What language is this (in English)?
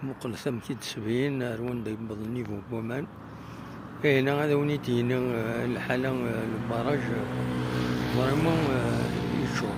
Kabyle